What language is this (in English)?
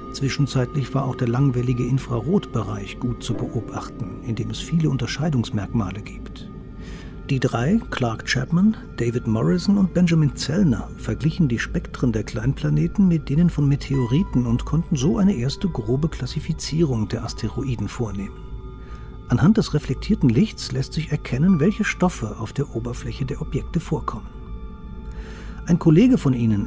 German